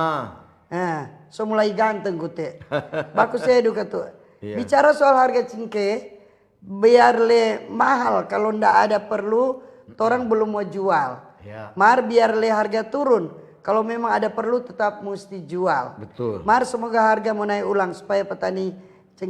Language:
Manado Malay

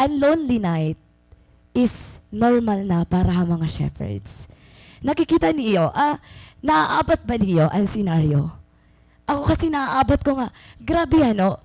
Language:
Waray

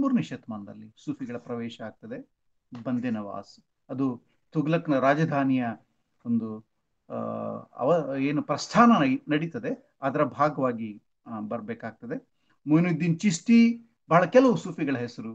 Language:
Kannada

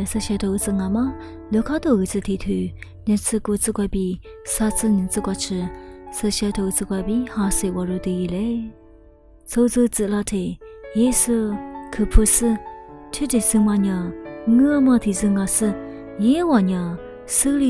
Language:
Lisu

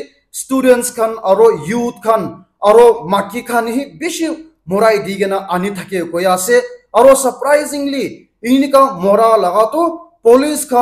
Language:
Naga Pidgin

